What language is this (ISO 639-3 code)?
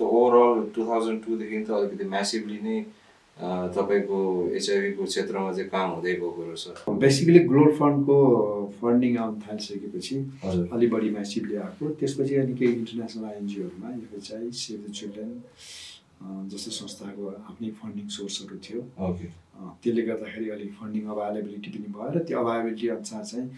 nep